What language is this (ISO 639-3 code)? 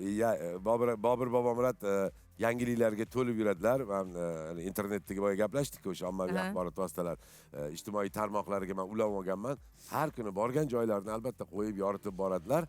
uzb